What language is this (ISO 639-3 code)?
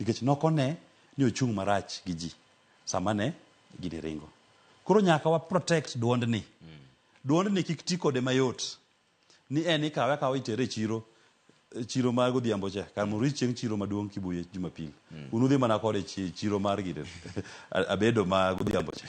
luo